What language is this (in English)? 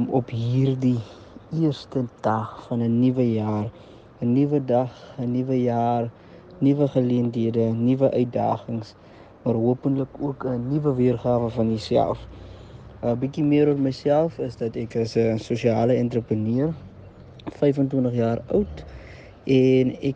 Afrikaans